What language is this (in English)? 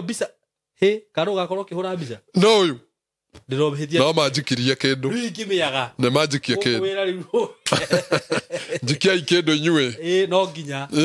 Kikuyu